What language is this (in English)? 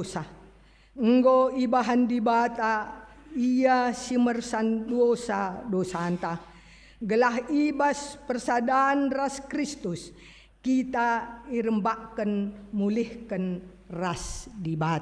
Batak Karo